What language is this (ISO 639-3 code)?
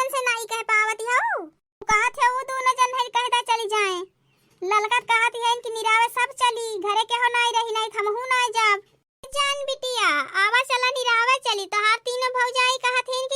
awa